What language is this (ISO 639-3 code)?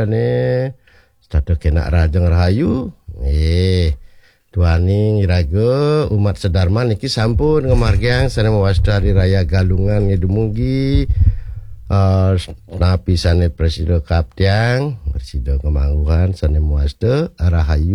ban